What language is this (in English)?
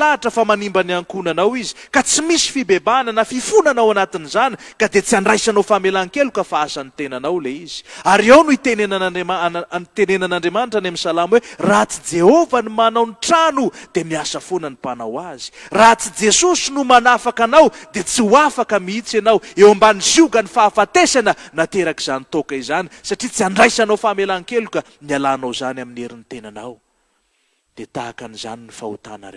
Malagasy